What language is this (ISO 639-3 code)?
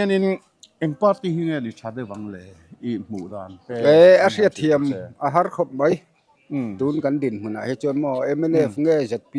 lus